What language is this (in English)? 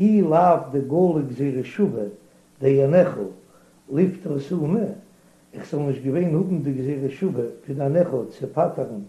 Yiddish